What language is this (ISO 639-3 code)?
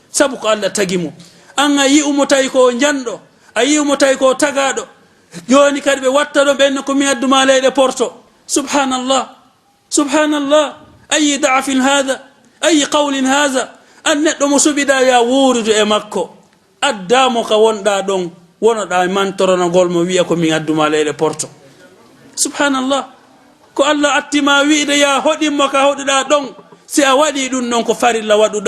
ful